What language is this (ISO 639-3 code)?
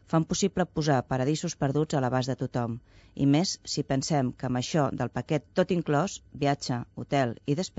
cat